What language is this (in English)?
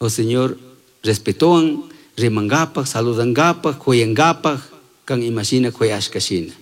Chimborazo Highland Quichua